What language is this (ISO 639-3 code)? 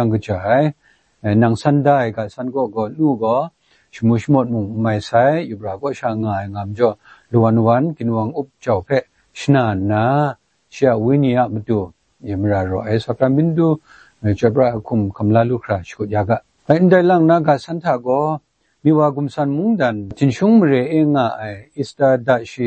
kac